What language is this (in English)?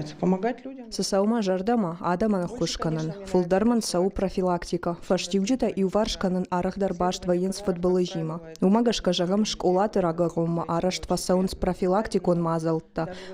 Ossetic